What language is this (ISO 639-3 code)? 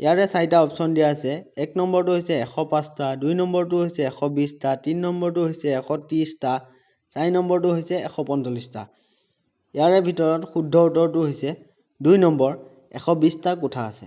asm